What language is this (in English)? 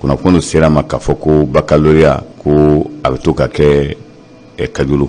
Bambara